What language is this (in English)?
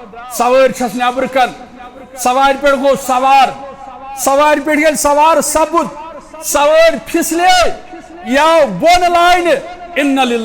Kashmiri